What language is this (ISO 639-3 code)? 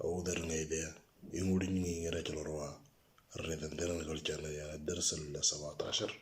mor